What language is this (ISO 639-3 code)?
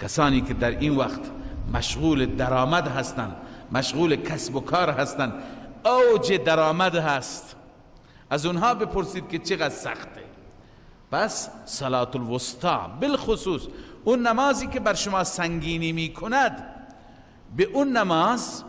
fas